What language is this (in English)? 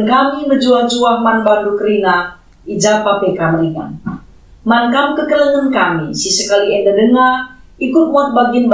Batak Karo